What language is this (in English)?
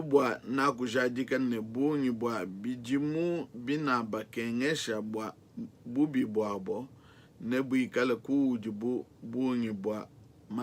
Luba-Lulua